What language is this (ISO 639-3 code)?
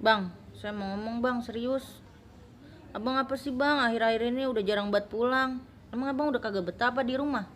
bew